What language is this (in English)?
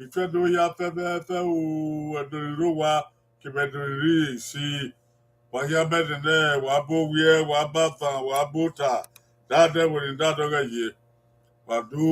Bini